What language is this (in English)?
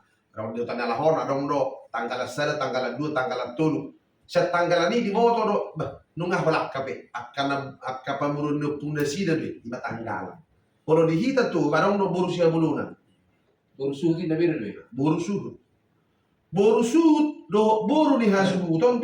Batak Toba